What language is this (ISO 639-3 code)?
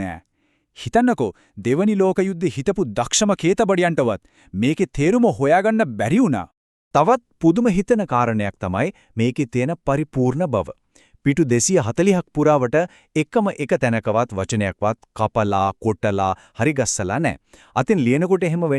sin